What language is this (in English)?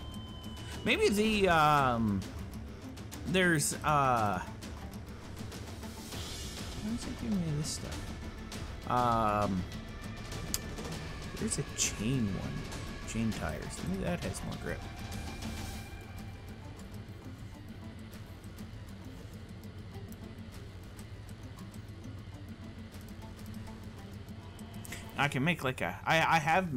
English